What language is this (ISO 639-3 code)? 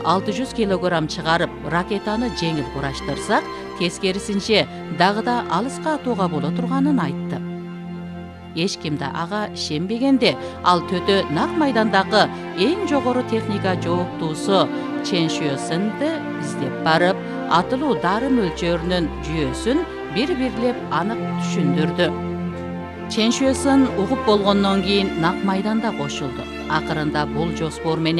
kir